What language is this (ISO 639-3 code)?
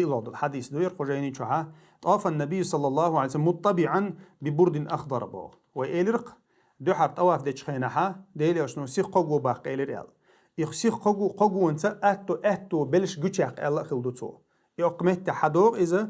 che